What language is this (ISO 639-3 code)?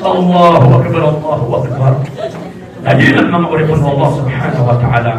mrw